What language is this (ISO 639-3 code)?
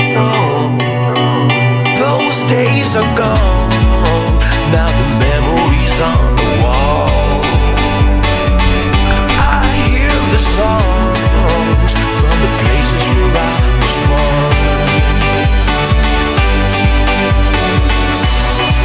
eng